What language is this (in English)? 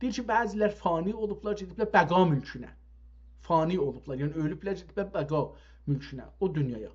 South Azerbaijani